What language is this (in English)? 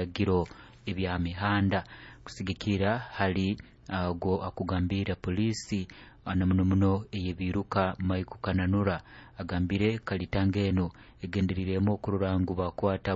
Nyoro